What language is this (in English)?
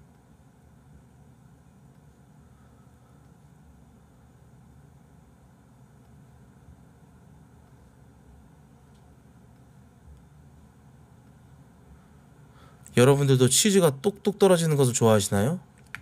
Korean